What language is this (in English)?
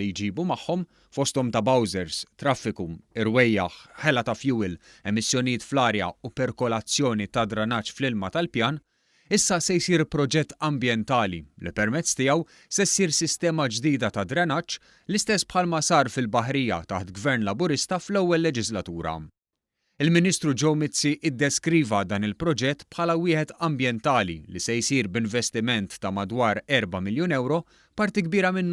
Maltese